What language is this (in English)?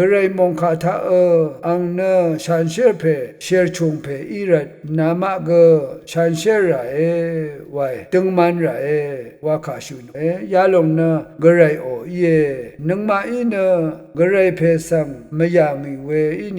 Rawang